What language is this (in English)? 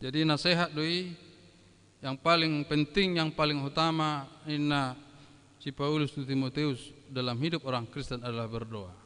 Batak Toba